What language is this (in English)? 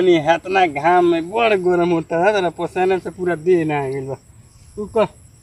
Bhojpuri